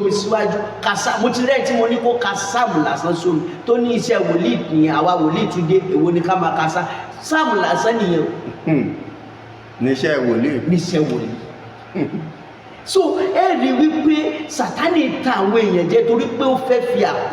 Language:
Yoruba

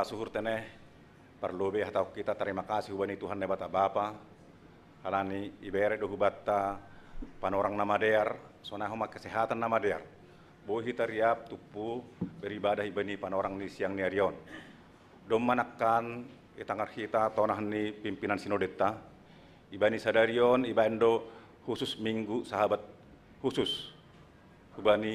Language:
Batak Simalungun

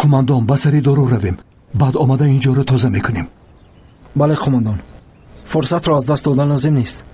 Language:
Tajik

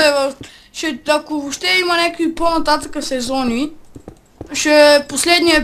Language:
Bulgarian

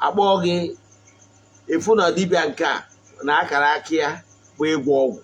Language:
Igbo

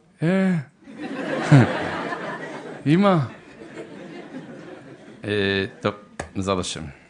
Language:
Hebrew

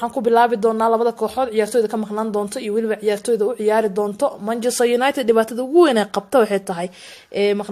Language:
Somali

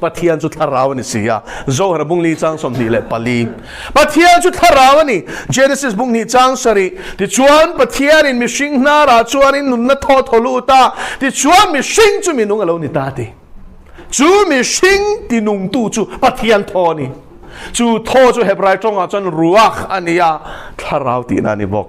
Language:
Mizo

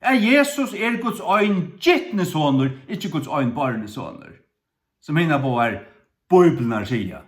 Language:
Faroese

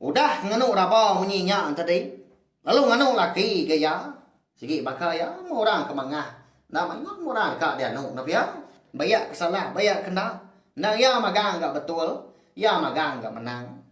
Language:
Iban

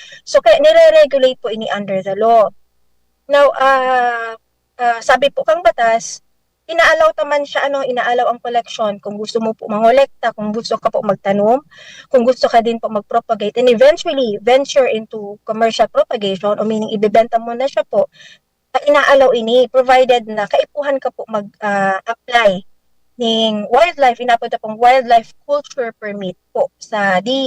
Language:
Bikol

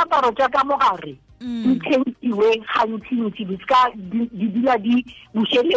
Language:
Tswana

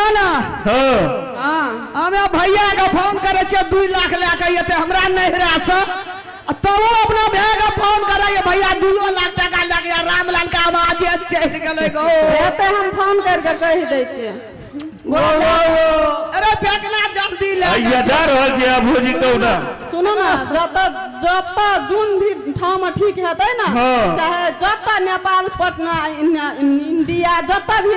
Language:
Maithili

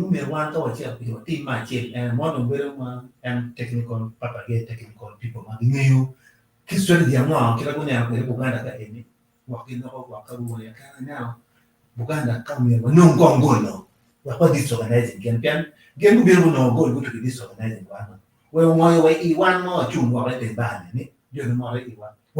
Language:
Acoli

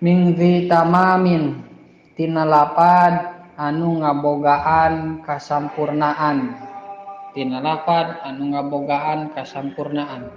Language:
Sundanese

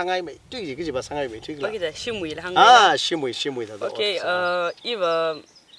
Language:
Tangkhul Naga (India)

